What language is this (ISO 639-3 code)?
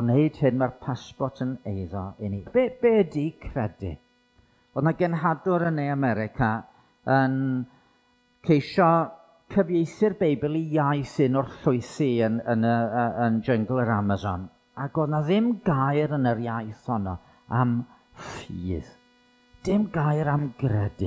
cym